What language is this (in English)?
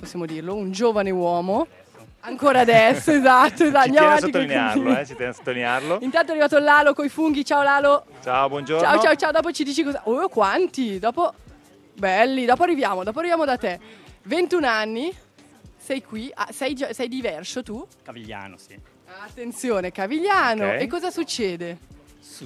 Italian